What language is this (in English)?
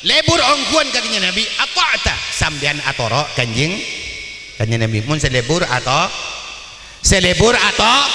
Madurese